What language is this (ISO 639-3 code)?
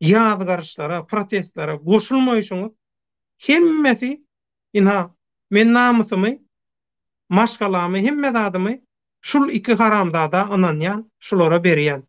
tuk